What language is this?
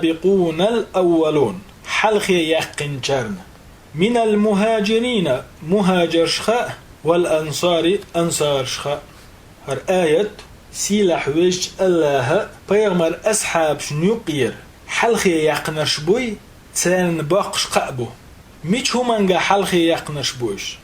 Chechen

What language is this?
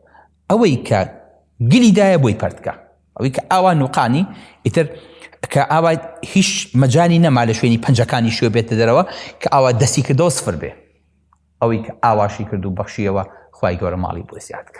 Central Kurdish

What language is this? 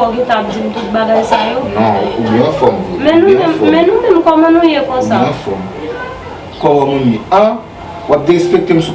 Haitian Creole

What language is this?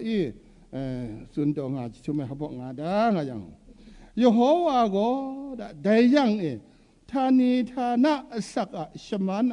Kachin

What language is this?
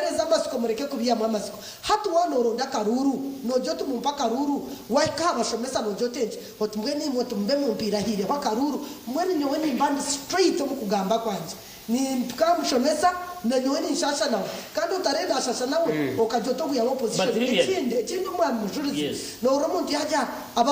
Nyankole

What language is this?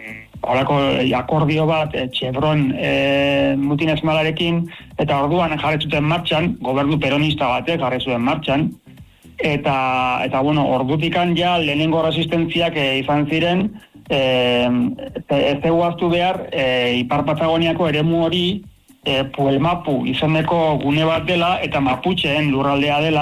Basque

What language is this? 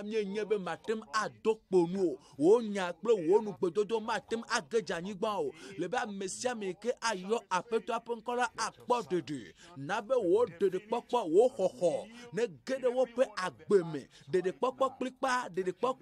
Ewe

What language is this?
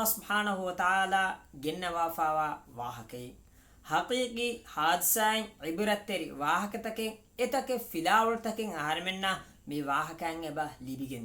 Divehi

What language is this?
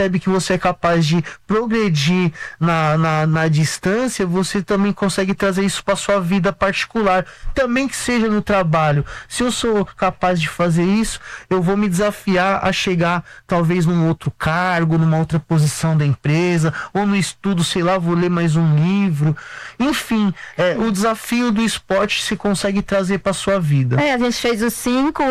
Portuguese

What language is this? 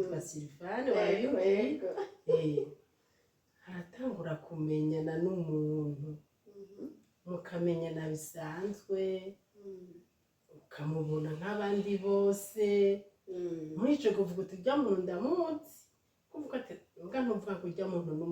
Rundi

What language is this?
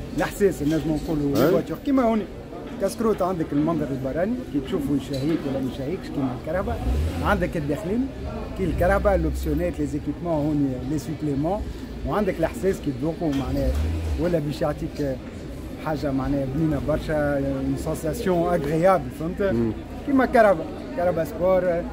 Tunisian Arabic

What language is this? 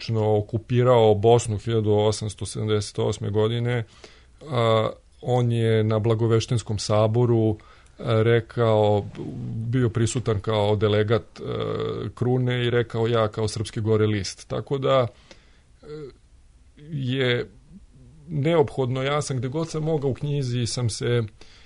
Serbian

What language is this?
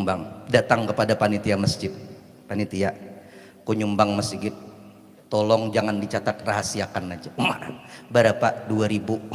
Banjar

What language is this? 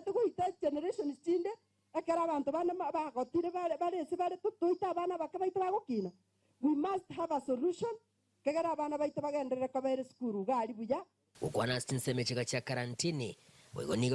Gusii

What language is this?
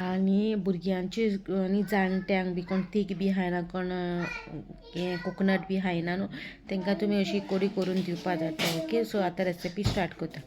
Konkani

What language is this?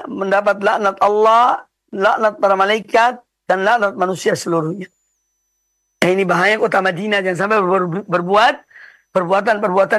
Indonesian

